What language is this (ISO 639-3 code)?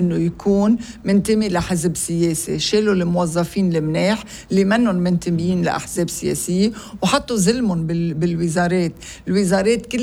apc